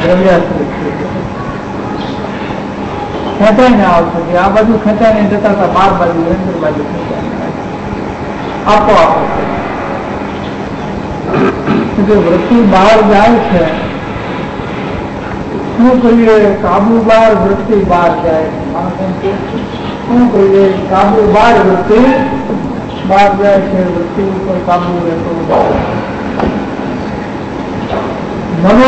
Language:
Gujarati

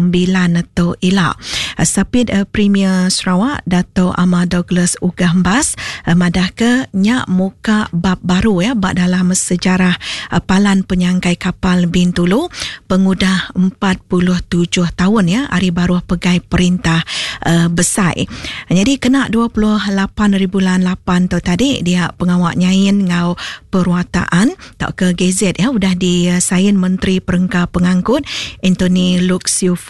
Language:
Iban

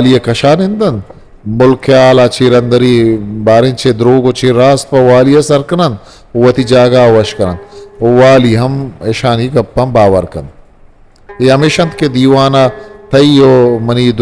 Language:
Eastern Balochi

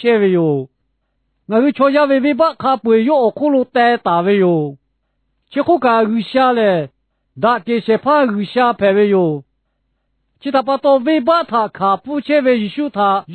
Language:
Lahu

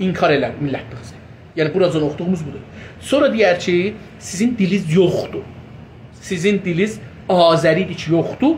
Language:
South Azerbaijani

